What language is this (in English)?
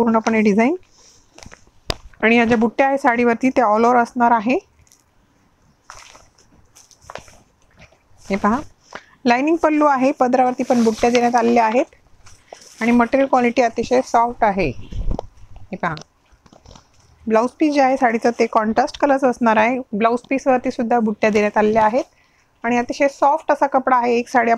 Marathi